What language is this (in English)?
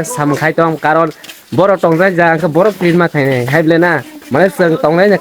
Kok Borok